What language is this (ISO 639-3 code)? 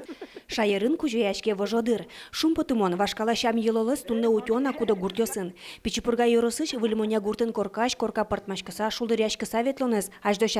udm